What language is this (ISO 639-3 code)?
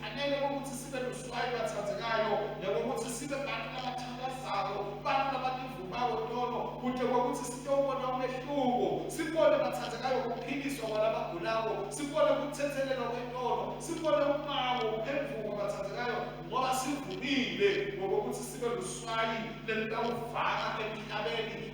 ssw